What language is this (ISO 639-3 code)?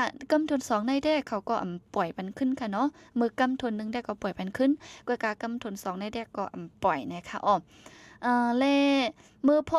shn